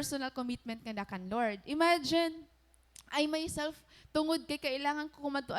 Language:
Waray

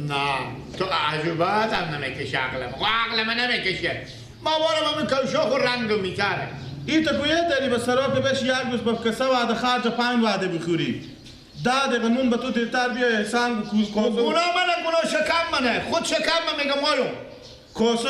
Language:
Persian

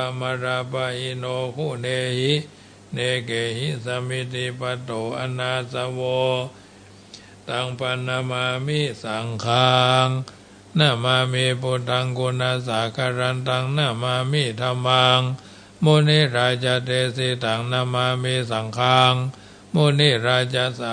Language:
Pali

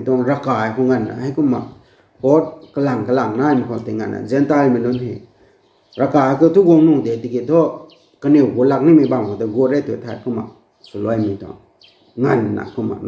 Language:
Rongmei Naga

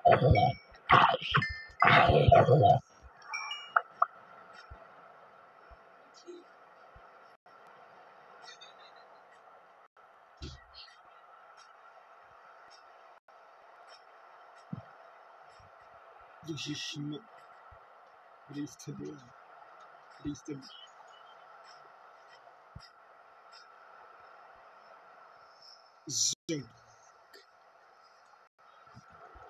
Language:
Czech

